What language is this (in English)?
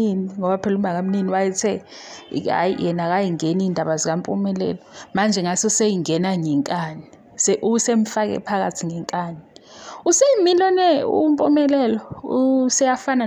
Zulu